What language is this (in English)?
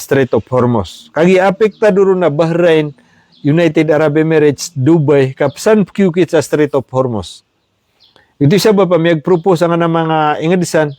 Maranao